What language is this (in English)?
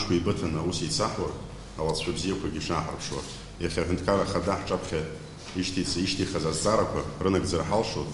Abkhazian